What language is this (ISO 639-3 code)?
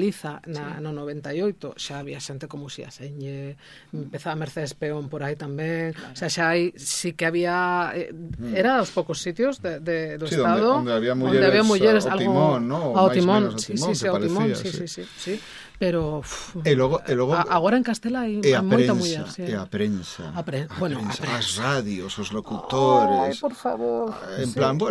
glg